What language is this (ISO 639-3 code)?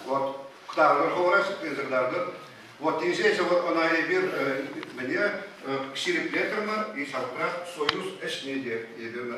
chv